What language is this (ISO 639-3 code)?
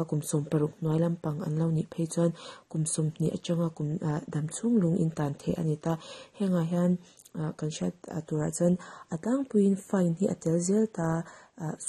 lus